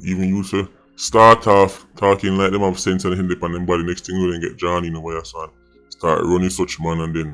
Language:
Jamaican Creole English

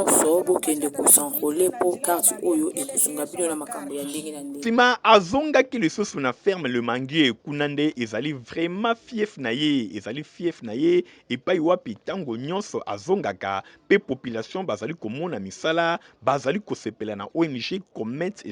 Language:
Lingala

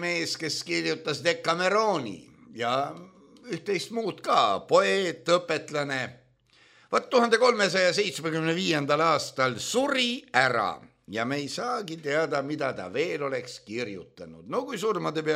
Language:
Estonian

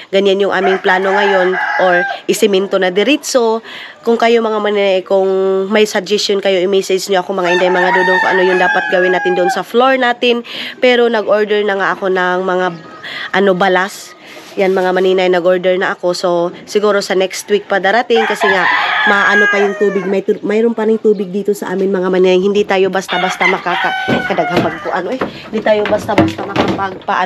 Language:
Filipino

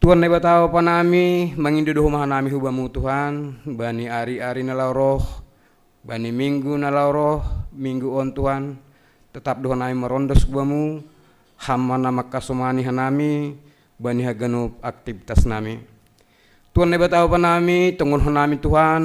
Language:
Batak Simalungun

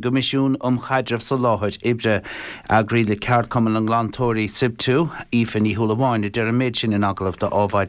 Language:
Irish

